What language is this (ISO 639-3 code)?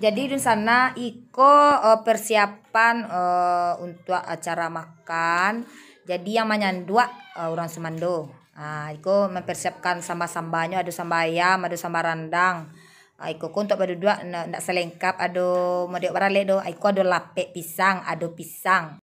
min